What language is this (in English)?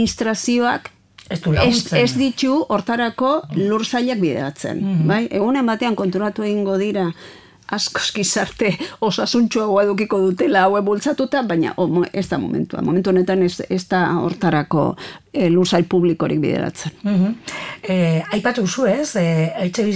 Basque